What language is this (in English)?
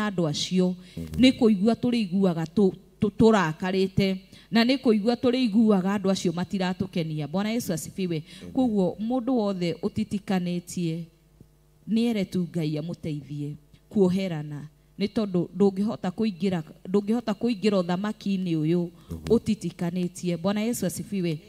Kikuyu